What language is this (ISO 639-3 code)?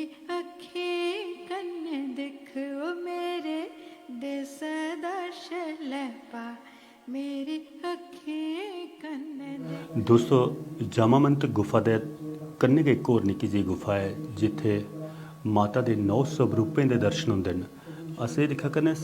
doi